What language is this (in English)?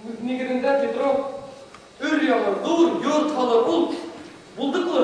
Bashkir